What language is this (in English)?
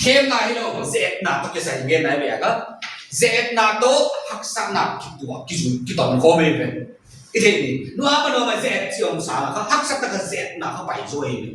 Paite Chin